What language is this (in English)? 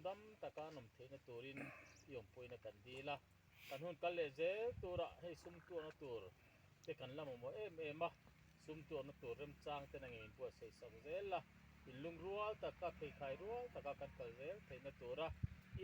Mizo